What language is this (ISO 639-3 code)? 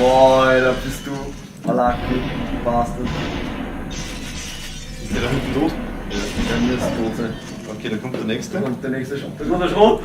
bar